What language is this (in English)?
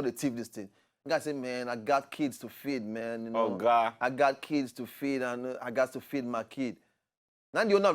Nigerian Pidgin